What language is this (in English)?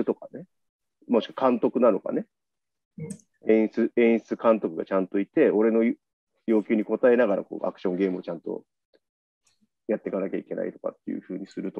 Japanese